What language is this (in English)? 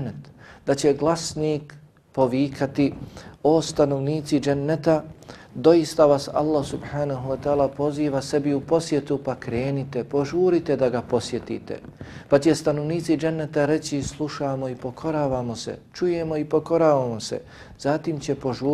Bosnian